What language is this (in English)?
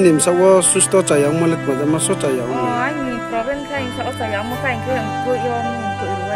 Riang (India)